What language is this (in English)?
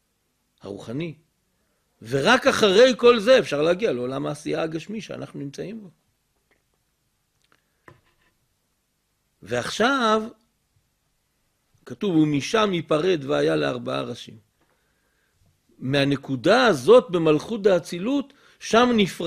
Hebrew